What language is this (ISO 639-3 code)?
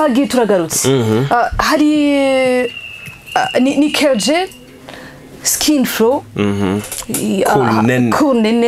run